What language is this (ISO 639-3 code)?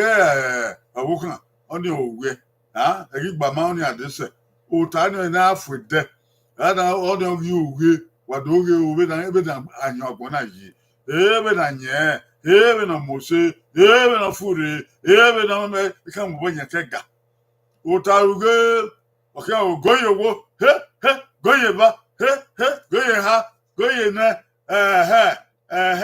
bin